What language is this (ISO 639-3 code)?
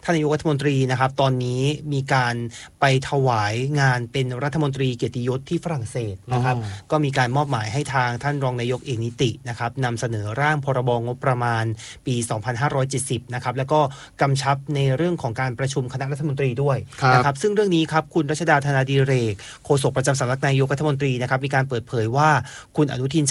tha